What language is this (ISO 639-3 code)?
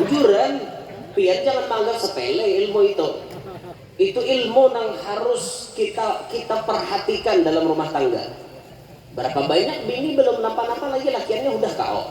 bjn